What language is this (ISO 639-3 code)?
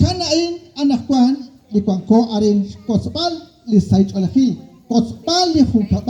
kek